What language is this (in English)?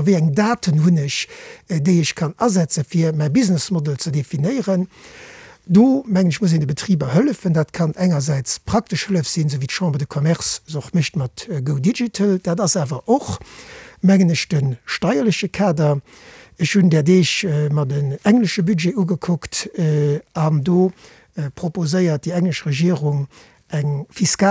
Luxembourgish